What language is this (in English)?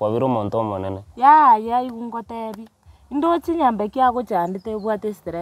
Gusii